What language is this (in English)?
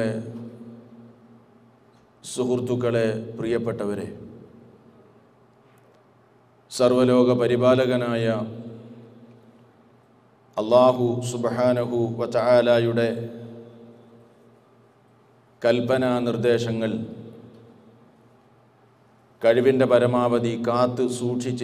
Malayalam